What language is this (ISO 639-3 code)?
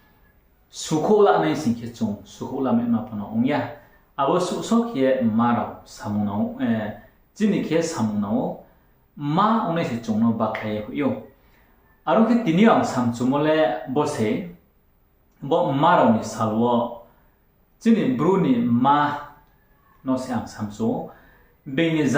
ria